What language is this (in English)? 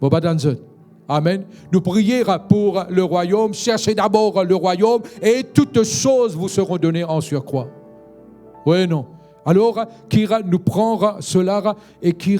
Morisyen